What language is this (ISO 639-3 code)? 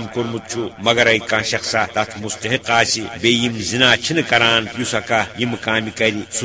kas